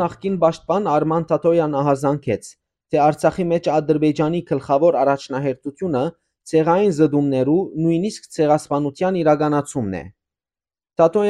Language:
Western Armenian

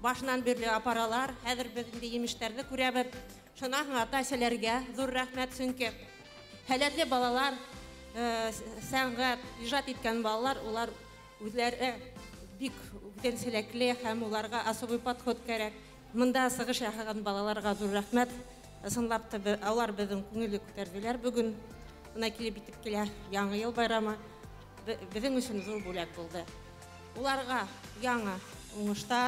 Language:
Bashkir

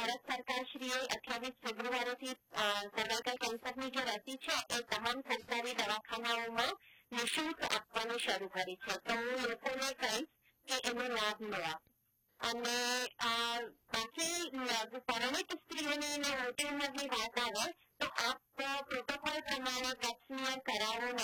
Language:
Gujarati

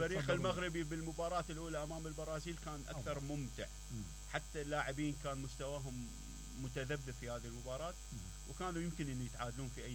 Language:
Mesopotamian Arabic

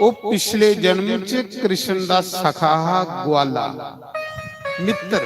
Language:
Dogri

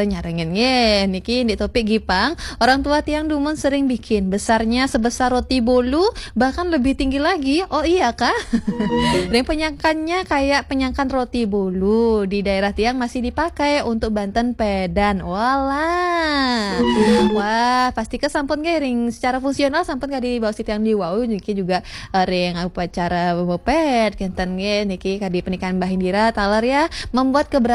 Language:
Balinese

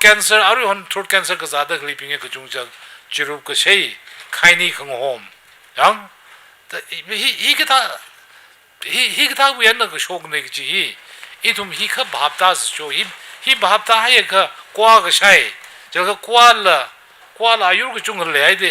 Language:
Tangkhul Naga (India)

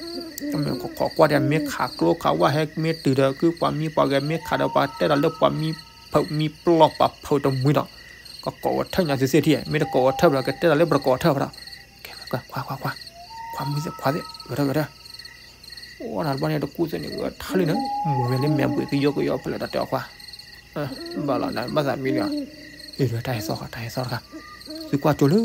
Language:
S'gaw Karen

